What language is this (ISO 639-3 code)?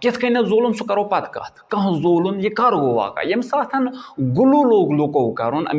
kas